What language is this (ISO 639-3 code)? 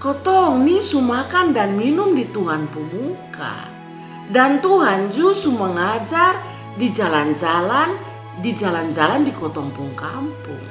mkn